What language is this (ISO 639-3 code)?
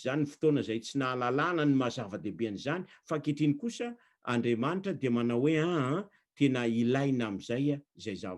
mlg